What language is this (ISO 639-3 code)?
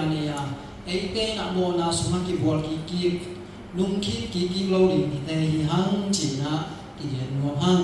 ctd